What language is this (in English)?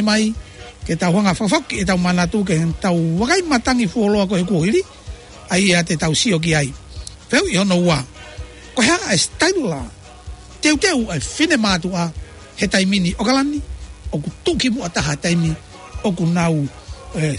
Tongan